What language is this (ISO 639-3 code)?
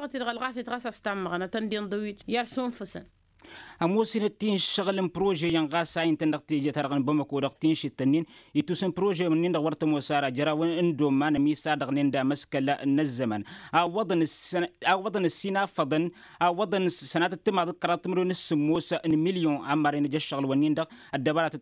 taq